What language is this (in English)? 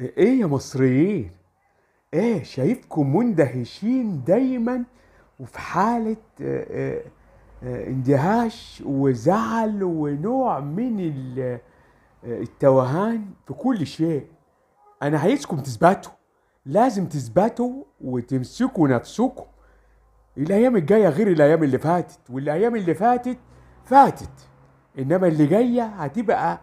Egyptian Arabic